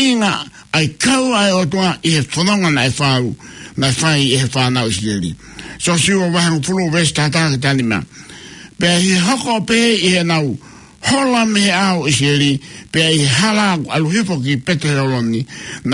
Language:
Tongan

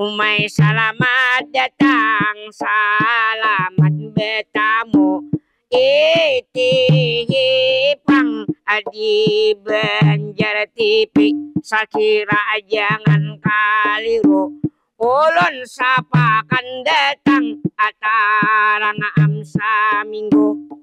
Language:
Banjar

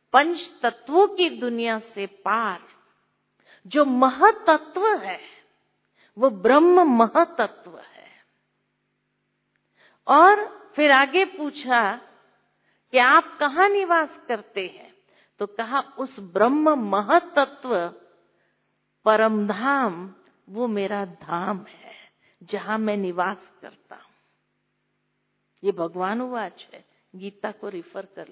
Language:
Hindi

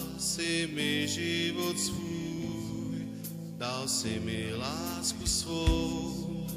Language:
Czech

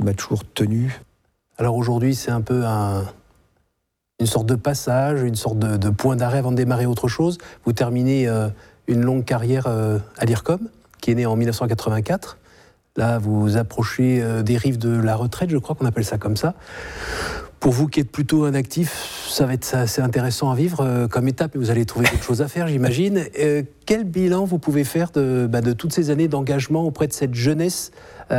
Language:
French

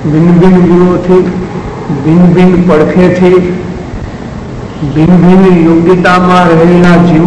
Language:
Gujarati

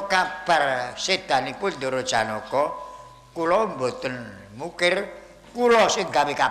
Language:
Javanese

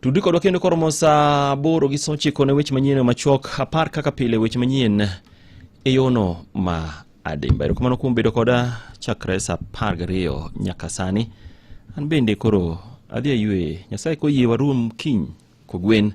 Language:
Luo (Kenya and Tanzania)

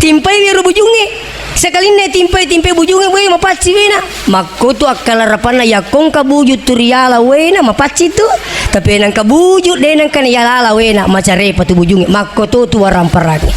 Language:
Buginese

